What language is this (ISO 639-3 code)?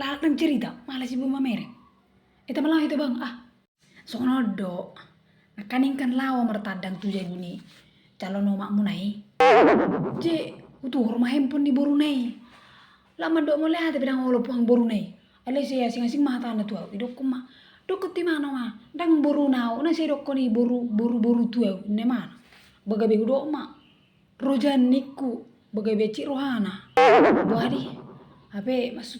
bbc